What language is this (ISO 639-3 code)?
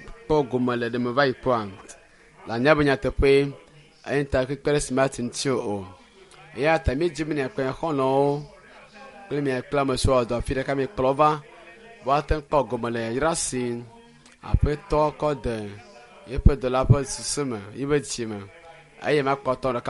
ewe